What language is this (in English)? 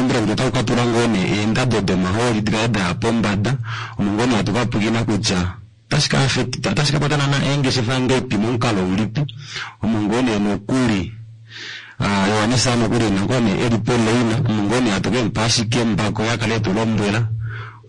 Kuanyama